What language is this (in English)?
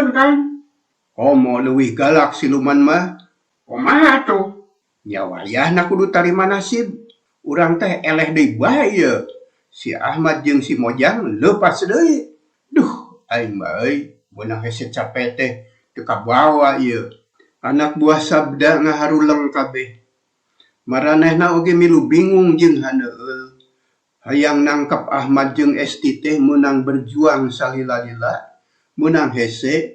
Sundanese